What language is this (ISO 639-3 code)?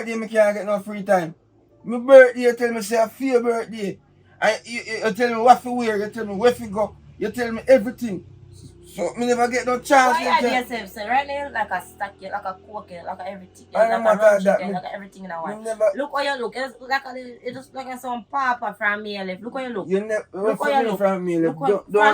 jam